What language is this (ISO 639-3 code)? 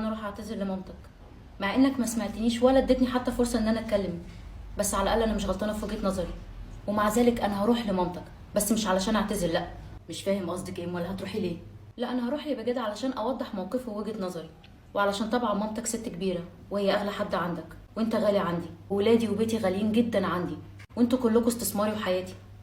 arz